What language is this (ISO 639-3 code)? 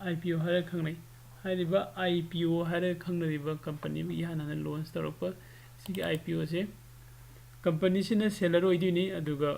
mni